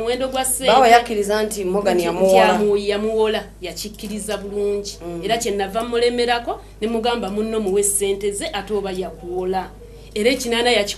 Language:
Ganda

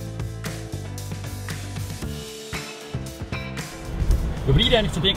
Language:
Czech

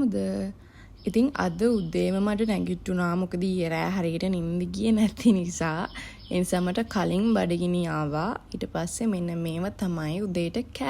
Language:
Sinhala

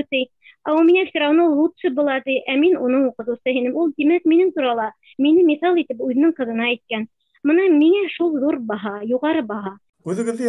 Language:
Bashkir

